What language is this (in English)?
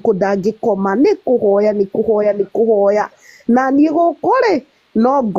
Kikuyu